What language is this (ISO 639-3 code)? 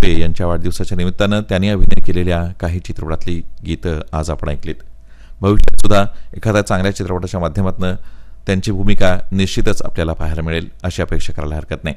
mar